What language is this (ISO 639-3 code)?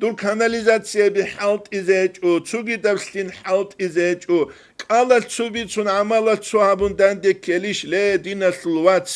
ava